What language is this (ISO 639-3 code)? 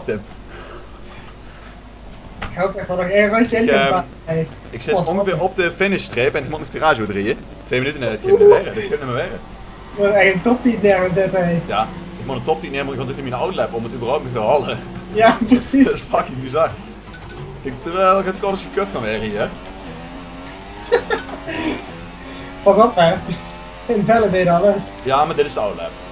nld